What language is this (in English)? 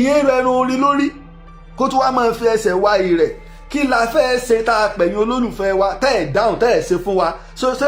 Yoruba